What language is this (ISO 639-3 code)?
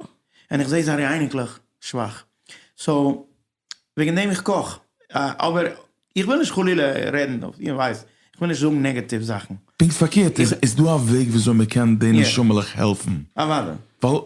yid